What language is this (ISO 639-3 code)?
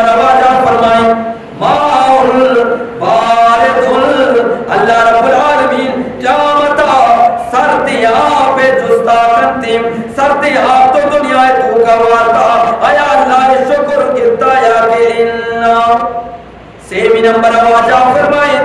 bgp